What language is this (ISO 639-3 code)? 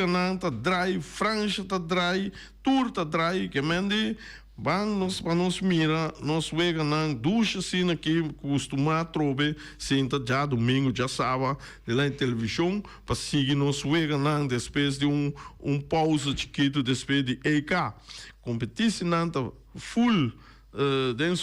pap